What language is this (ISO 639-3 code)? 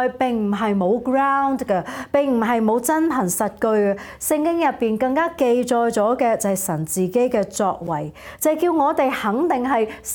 yue